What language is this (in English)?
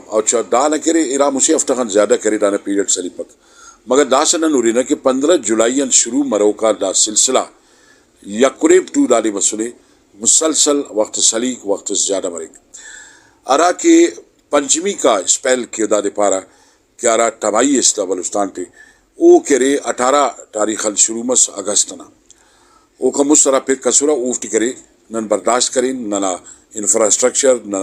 Brahui